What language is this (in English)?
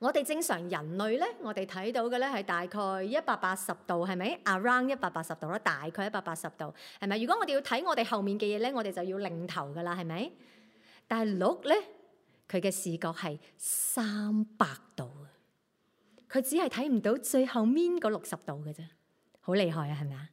Cantonese